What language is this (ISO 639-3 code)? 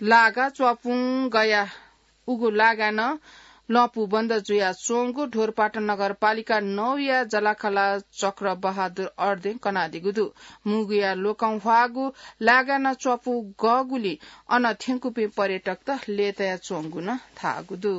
new